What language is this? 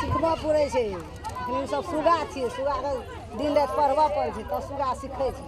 Maithili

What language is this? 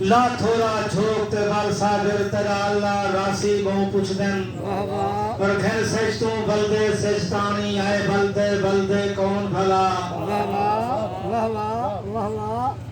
Saraiki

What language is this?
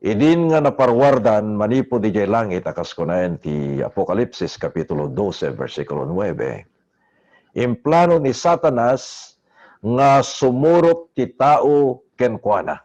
Iloko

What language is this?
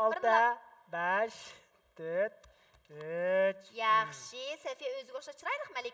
Uyghur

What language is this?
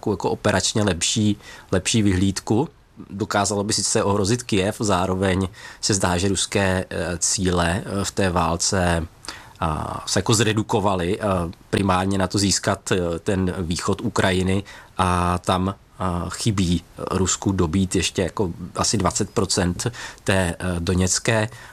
Czech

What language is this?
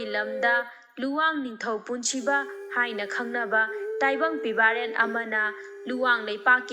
Manipuri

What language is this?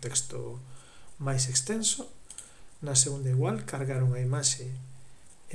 Galician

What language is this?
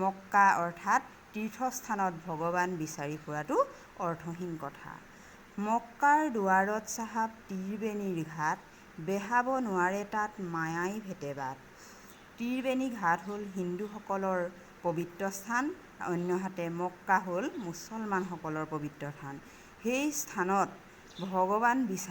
Assamese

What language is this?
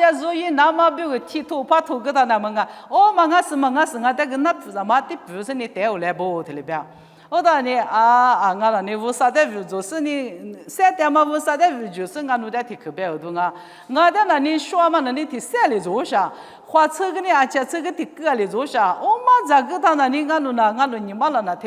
Lisu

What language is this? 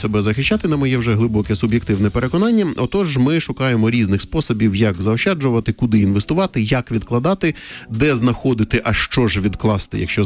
Ukrainian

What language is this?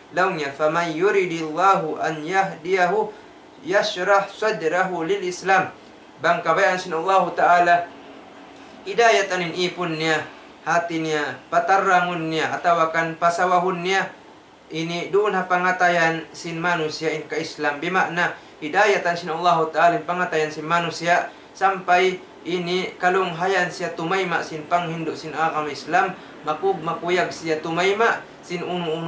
Tausug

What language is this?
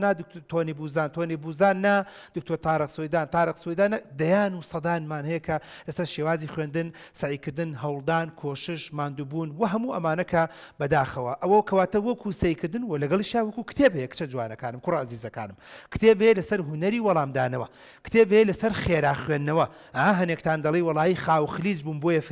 Central Kurdish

